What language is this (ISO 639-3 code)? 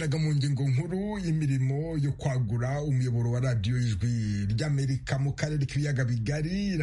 kin